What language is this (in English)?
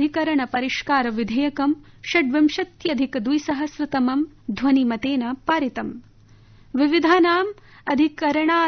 Sanskrit